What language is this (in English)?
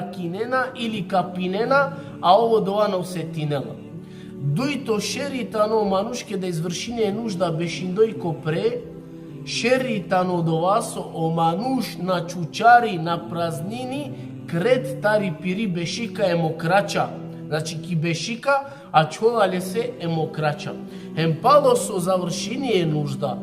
Balkan Romani